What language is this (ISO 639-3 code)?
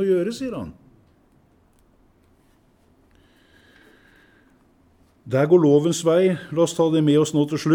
nor